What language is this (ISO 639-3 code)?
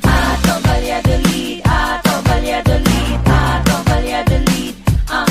bik